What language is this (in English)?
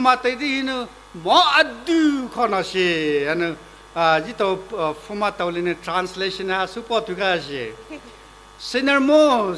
Poumei Naga